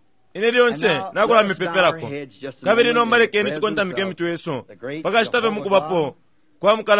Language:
Bemba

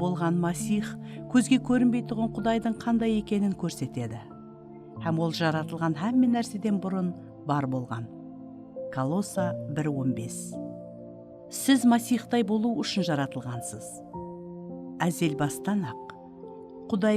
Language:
Kara-Kalpak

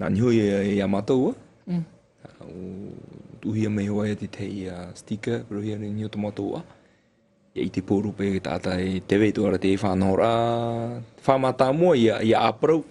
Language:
Tahitian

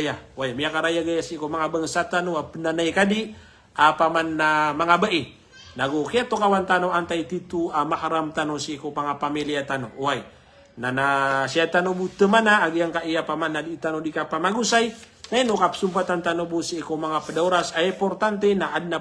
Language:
Maranao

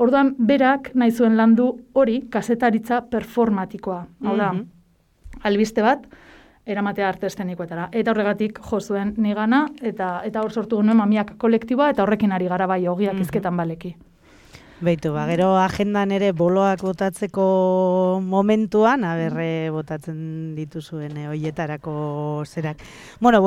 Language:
Basque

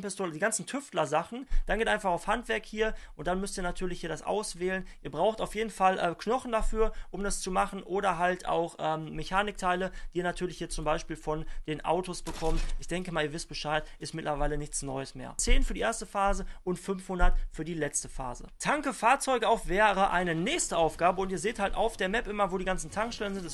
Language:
German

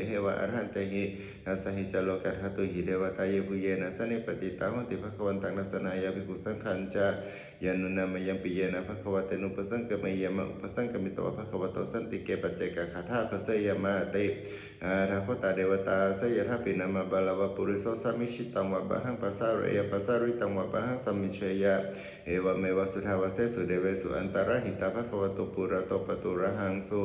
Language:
Pali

